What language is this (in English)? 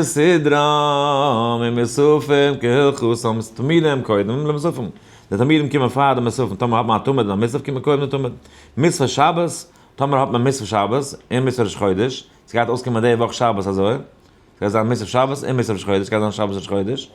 Yiddish